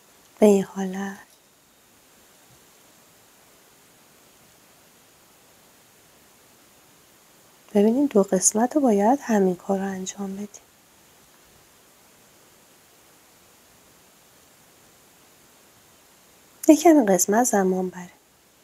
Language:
Persian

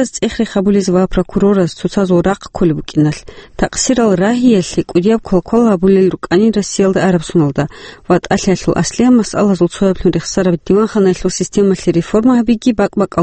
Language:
Avaric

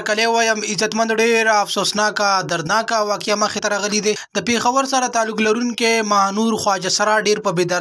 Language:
Pashto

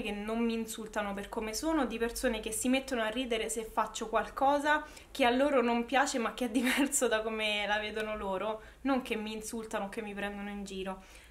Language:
Italian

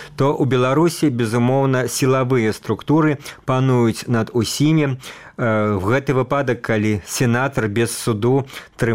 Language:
Belarusian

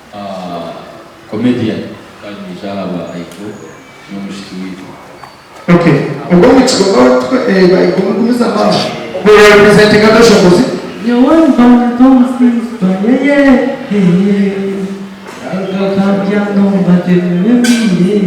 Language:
Nyankole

